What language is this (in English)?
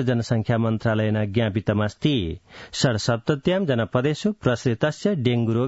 Sanskrit